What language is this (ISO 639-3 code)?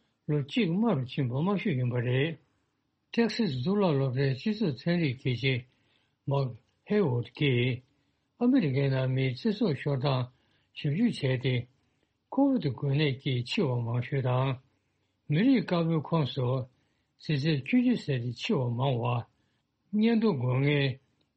bod